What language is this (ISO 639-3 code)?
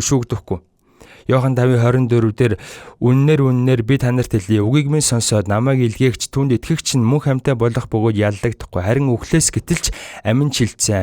mon